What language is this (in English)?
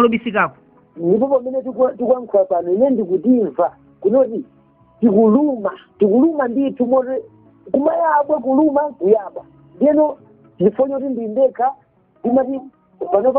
Nyanja